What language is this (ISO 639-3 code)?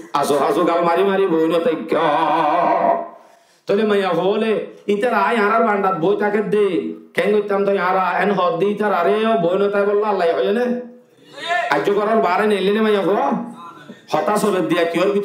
rhg